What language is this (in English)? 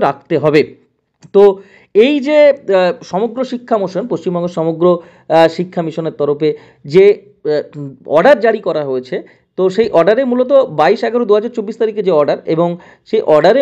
Bangla